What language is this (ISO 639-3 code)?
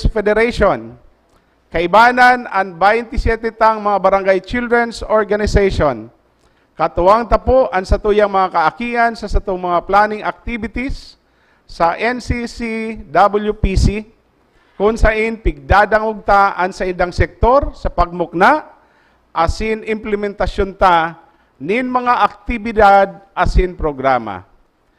bik